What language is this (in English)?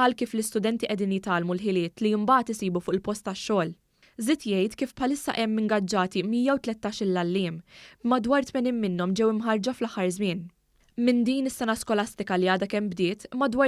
Maltese